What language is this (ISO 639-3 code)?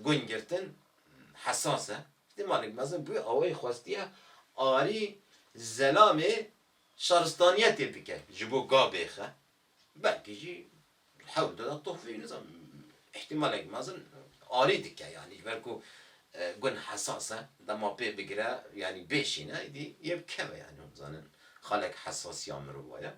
kur